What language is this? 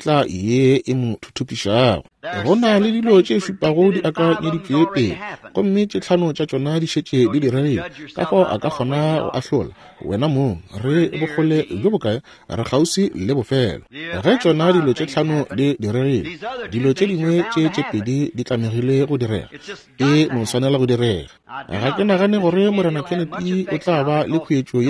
Northern Sotho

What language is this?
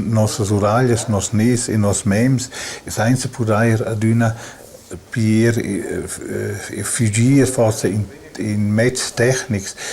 Romansh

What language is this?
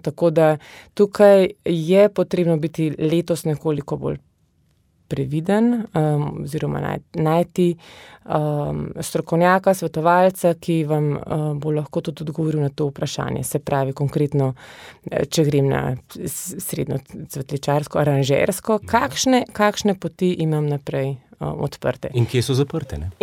Slovenian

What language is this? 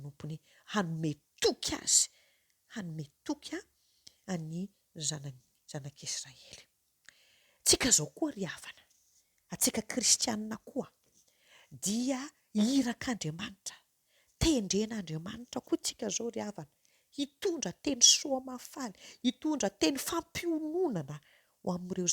Malagasy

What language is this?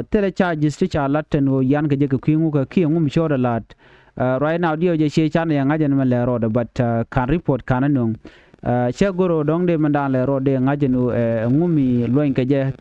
Nuer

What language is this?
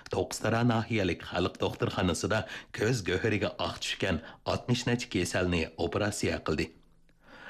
Uyghur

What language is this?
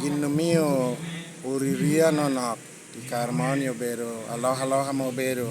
Lango (Uganda)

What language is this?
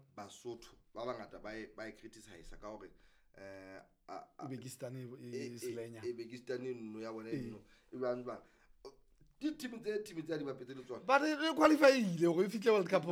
Southern Sotho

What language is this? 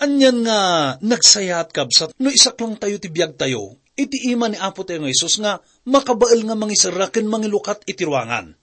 Iloko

